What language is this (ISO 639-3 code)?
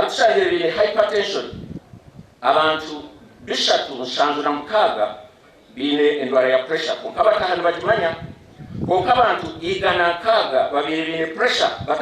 nyn